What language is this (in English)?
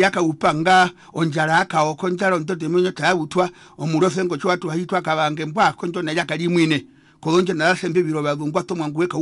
Herero